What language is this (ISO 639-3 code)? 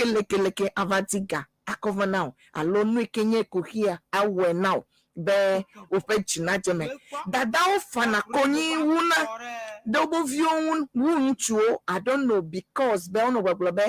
ewe